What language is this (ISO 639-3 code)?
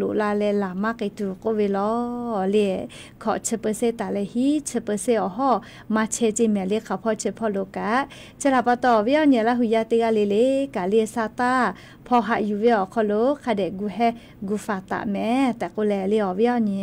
lhu